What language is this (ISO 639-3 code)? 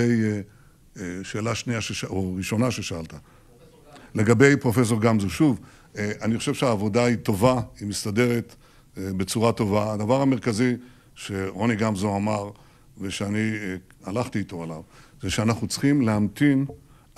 heb